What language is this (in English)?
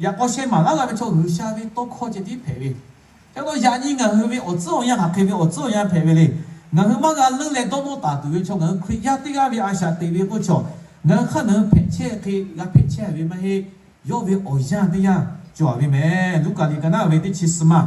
Lahu